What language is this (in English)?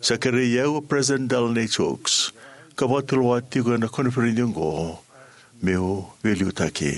Fijian